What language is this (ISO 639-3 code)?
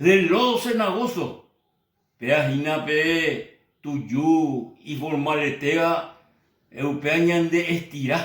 grn